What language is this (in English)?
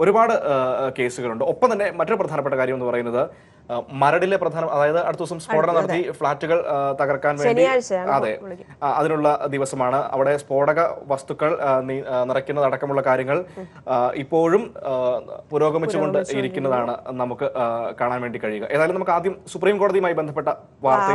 Malayalam